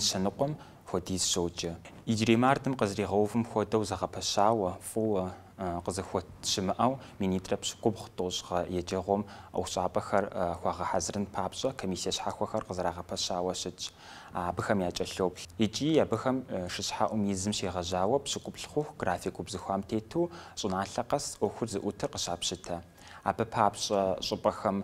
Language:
Kabardian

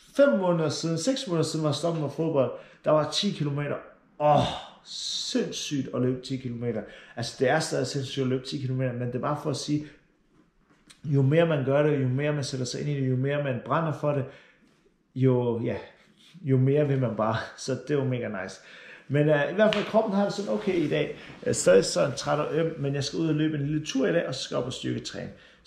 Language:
Danish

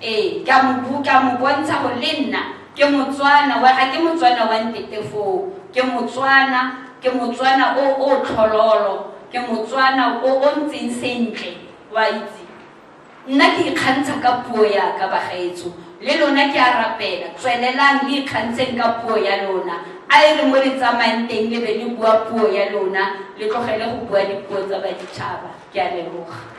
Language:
Tswana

